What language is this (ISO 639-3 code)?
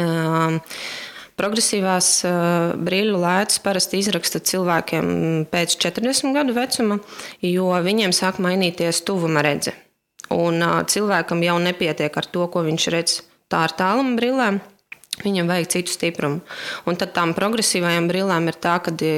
lav